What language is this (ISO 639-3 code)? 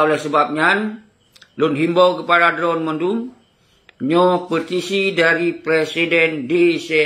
ace